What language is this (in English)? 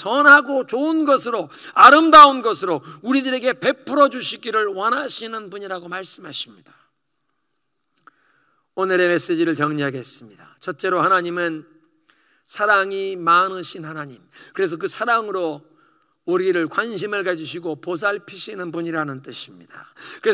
Korean